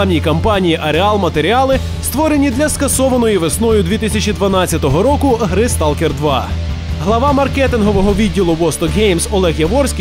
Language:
Ukrainian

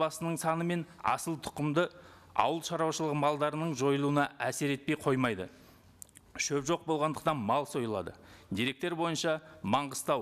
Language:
Kazakh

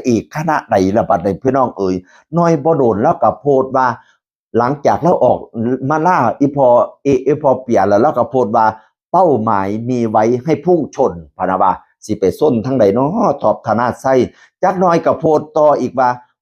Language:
Northeastern Thai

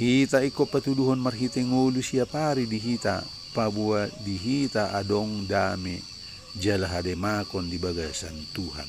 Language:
Batak Toba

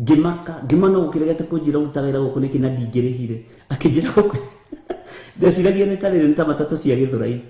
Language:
Kikuyu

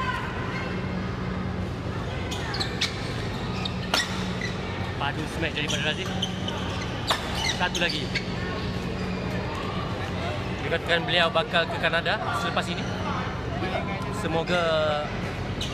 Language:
Malay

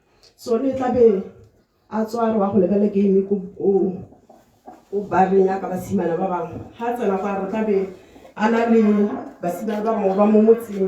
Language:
Tswana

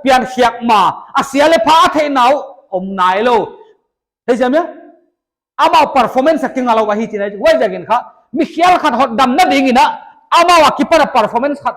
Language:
Paite Chin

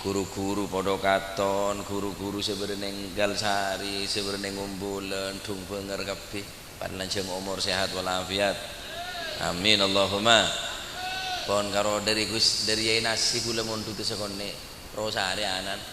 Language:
Madurese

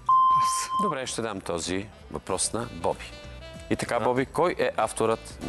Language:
Bulgarian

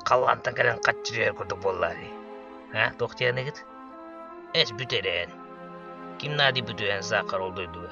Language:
Yakut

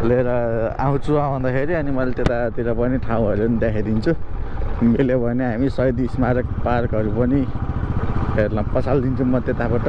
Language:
Nepali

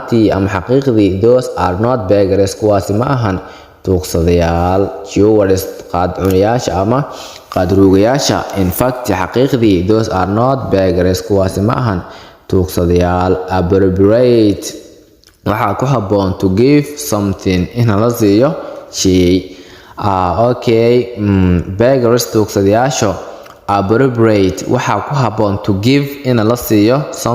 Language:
Somali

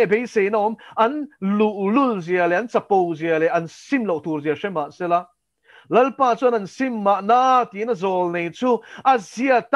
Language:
Mizo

